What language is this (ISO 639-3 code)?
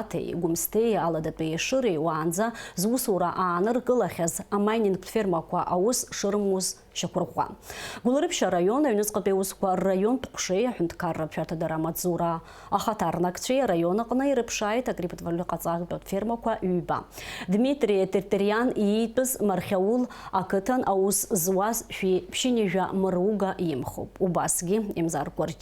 abk